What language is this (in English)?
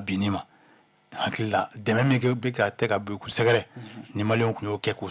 Bambara